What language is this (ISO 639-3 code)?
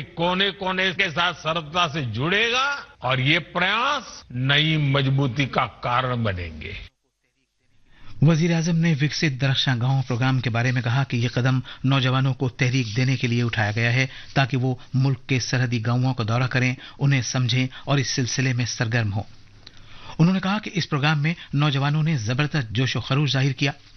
urd